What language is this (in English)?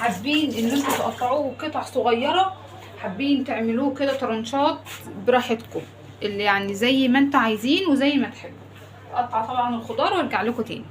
Egyptian Arabic